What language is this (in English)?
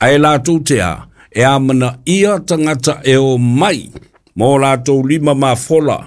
Samoan